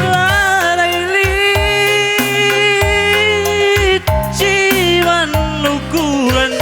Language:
Batak Karo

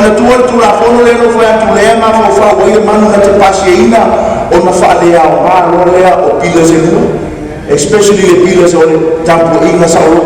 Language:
Samoan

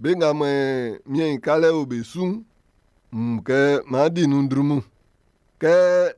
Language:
Baoulé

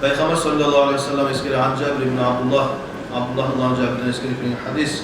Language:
Kumyk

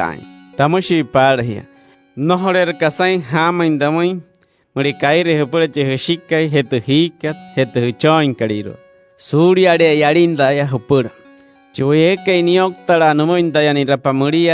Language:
Wayuu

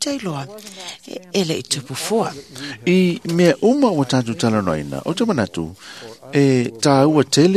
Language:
Samoan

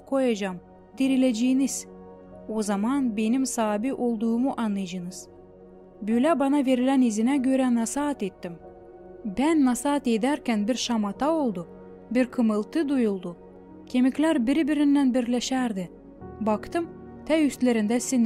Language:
Gagauz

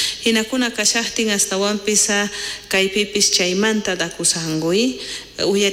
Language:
South Bolivian Quechua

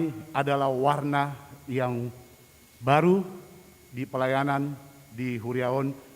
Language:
Batak Toba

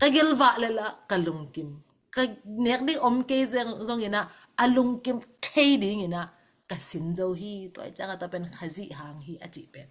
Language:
Tedim Chin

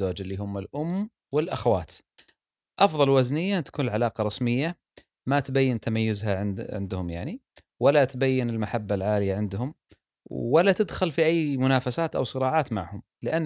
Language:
Gulf Arabic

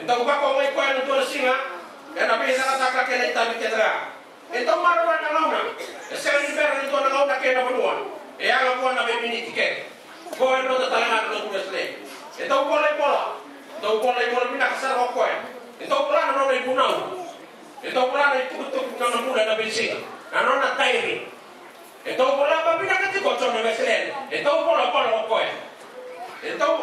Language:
Fijian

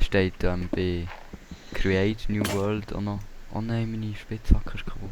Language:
Swiss German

